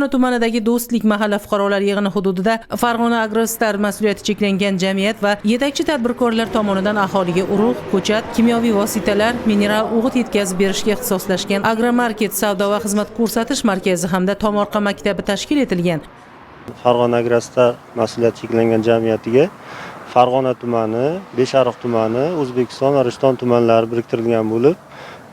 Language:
Uzbek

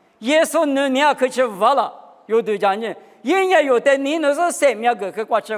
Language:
Lisu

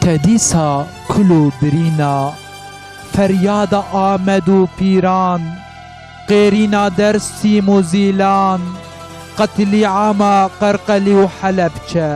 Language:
Kurdish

